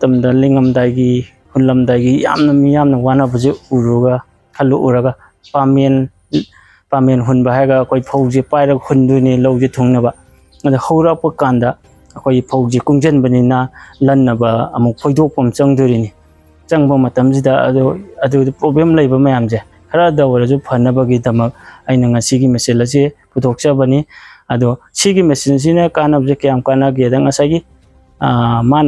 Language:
Manipuri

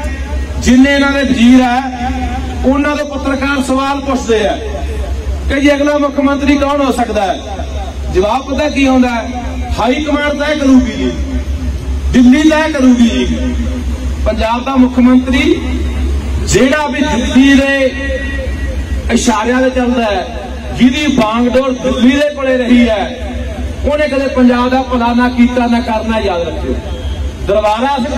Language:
Punjabi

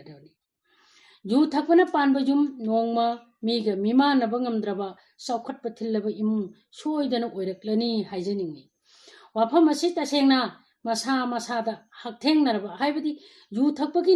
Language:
Manipuri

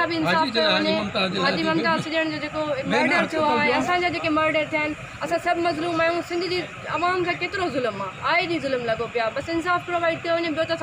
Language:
Sindhi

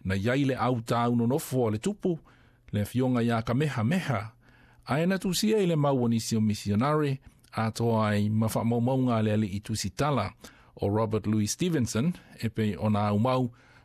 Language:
Samoan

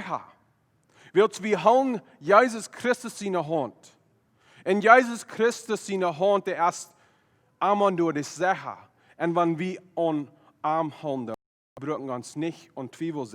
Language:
Plautdietsch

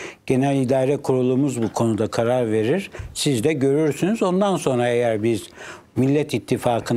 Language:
Turkish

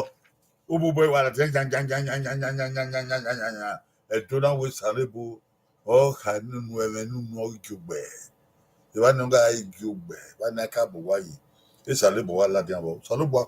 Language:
Bini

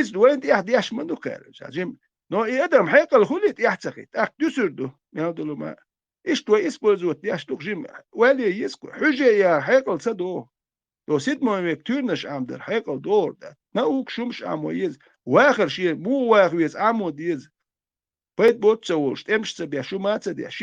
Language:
Chechen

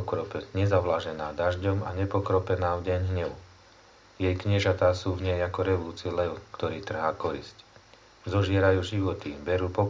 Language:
Slovak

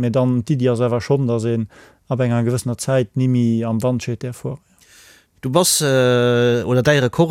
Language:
Luxembourgish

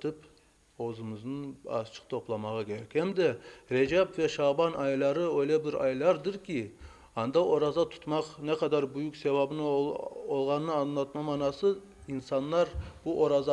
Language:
Crimean Tatar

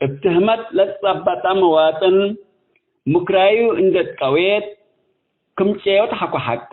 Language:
Tigre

